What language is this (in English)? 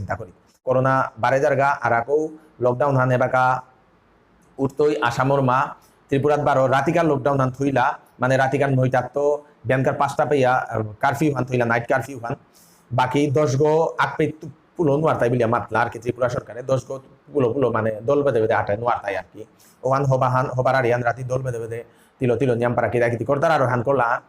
Bishnupriya